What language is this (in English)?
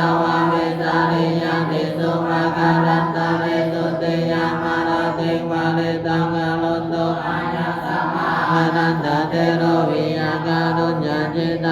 Pali